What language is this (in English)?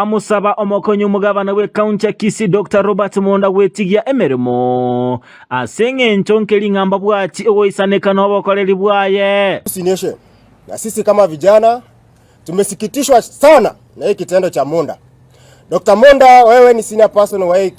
Gusii